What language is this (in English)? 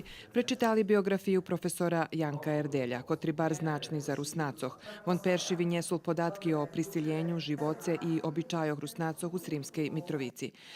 Rusyn